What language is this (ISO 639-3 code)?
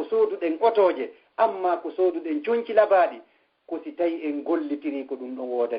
ful